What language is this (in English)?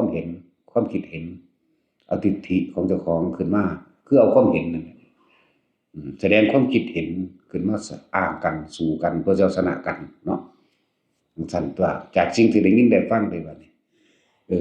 Northeastern Thai